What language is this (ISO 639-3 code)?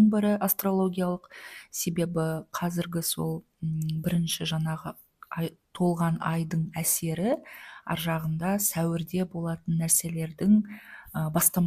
kaz